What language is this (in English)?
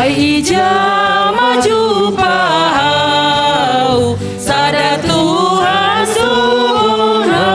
Batak Simalungun